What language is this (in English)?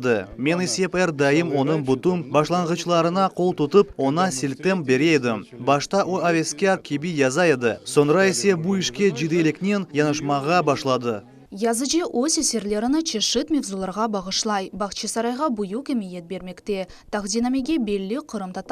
Crimean Tatar